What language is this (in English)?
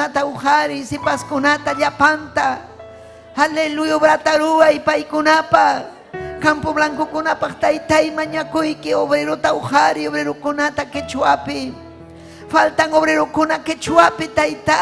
Ayacucho Quechua